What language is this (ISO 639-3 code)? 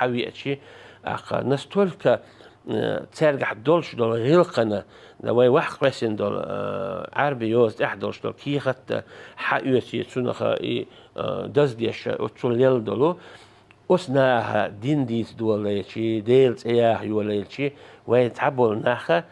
che